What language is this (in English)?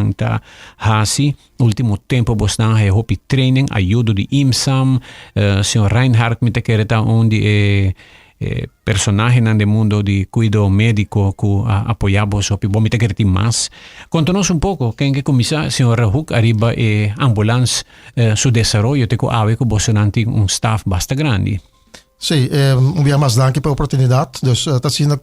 Papiamento